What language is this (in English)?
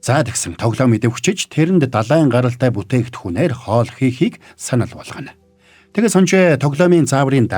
Mongolian